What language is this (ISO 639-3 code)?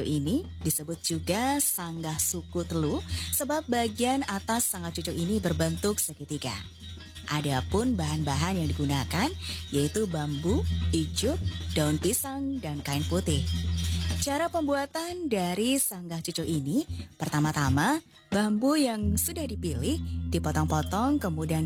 ind